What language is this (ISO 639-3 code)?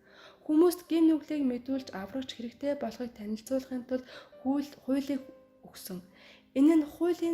mon